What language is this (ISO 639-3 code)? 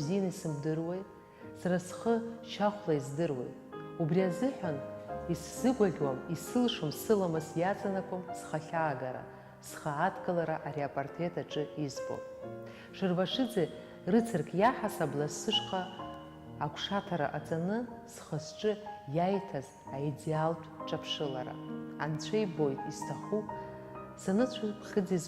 abk